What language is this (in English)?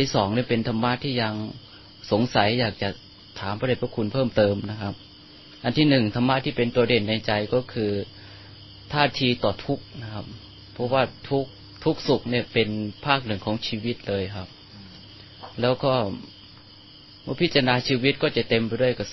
Thai